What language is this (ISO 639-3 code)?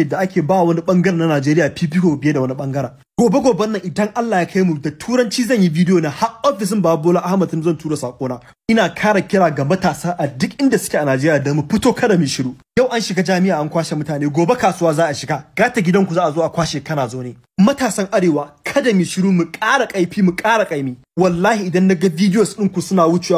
hau